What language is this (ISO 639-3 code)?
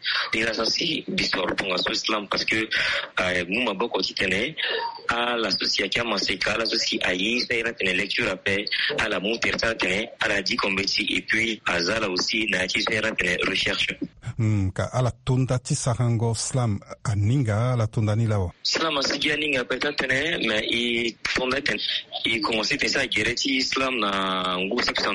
sag